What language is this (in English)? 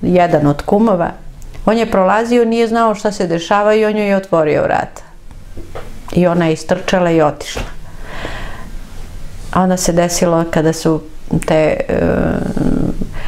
Serbian